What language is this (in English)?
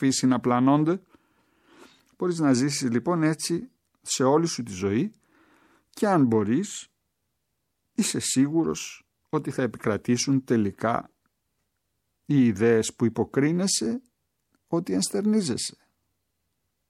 Greek